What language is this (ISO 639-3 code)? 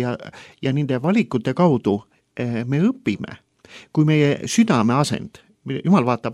est